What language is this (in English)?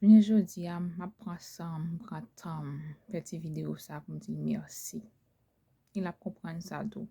Haitian Creole